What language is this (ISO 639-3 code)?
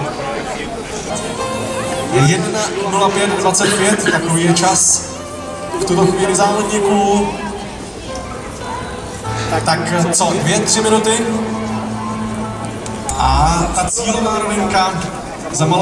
ces